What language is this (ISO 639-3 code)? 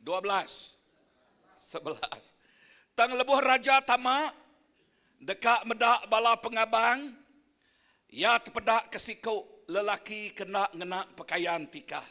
iba